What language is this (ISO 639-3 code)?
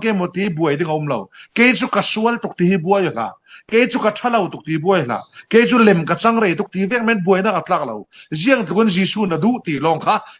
cfm